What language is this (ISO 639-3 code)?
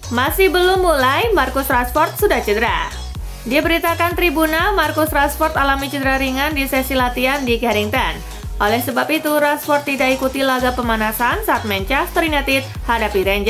ind